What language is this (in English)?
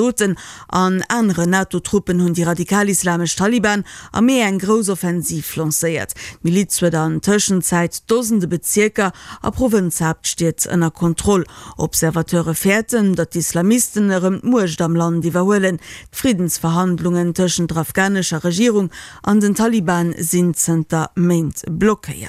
Luxembourgish